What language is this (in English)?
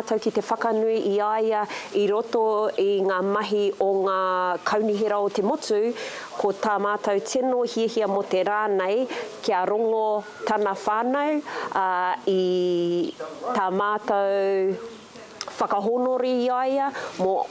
Māori